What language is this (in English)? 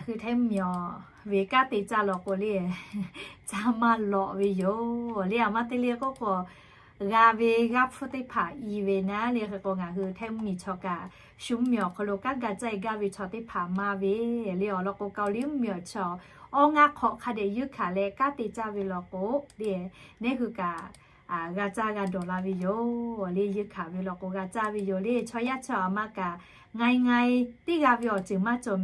Lahu